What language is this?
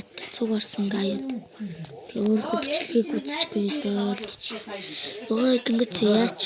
Mongolian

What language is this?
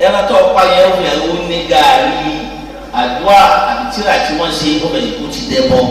Yoruba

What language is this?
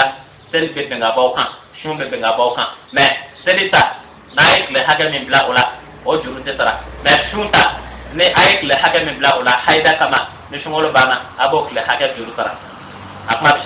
Bambara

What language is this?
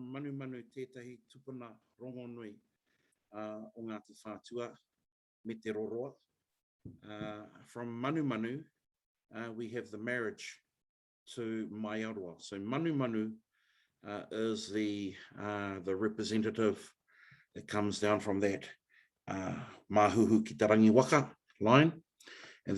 Māori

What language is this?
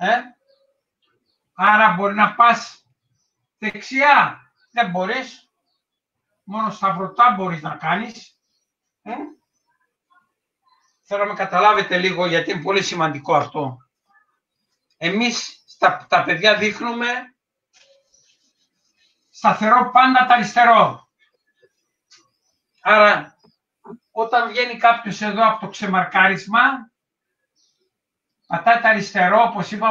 Greek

